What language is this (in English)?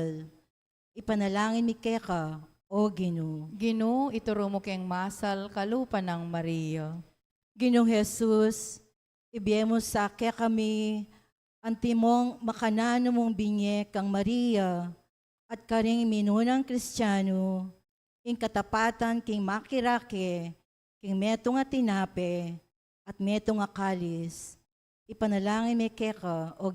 Pampanga